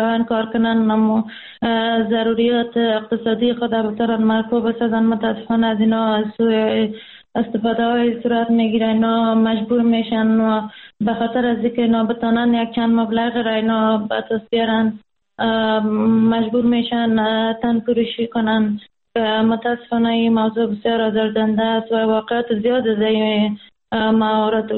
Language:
Persian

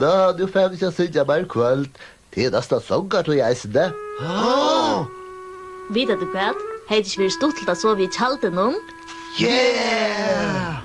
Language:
Faroese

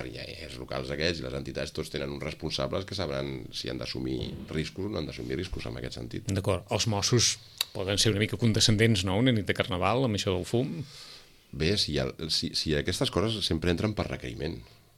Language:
Catalan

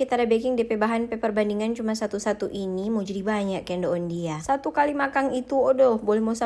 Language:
Manado Malay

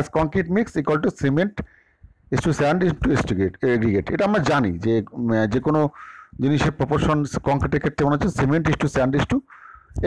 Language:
Bangla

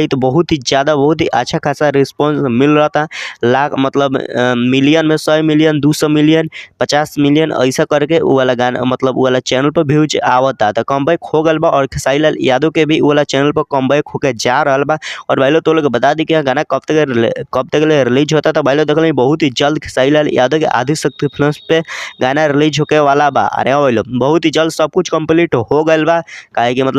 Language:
Bhojpuri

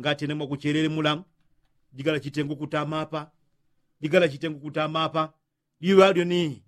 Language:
Yao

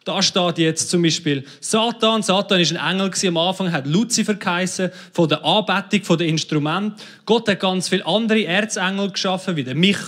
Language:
Swiss German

